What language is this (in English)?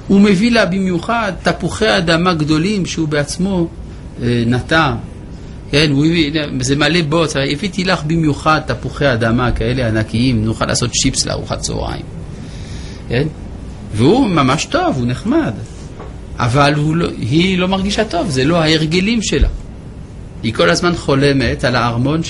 Hebrew